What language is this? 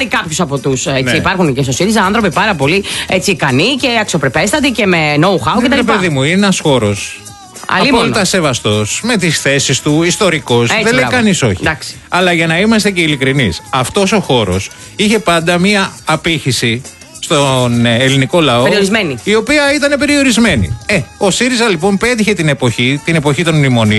Greek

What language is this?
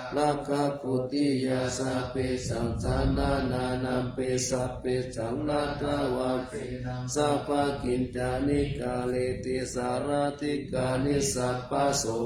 Pali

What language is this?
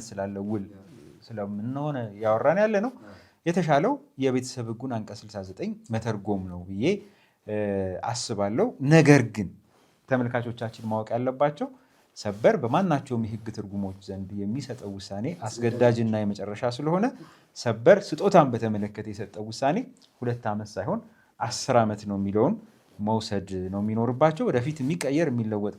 Amharic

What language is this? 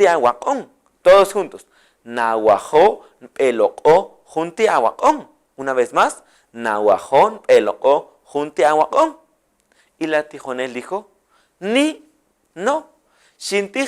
Kaqchikel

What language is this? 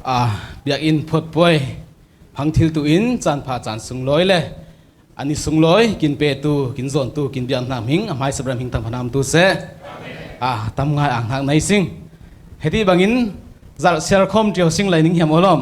Falam Chin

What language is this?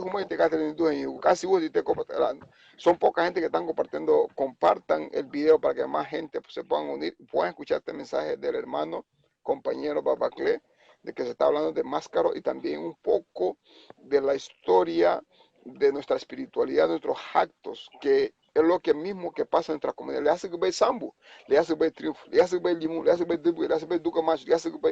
Garifuna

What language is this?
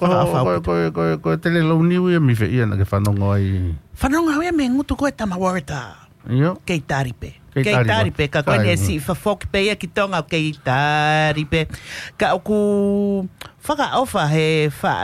Tongan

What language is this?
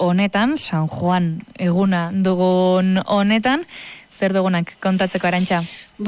Basque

